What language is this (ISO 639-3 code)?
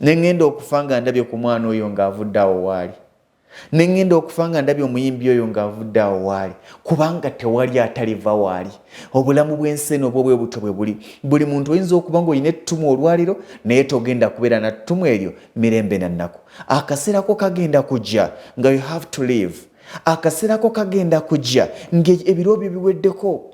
lug